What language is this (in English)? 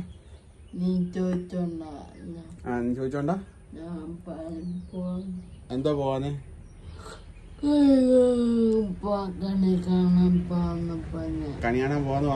Malayalam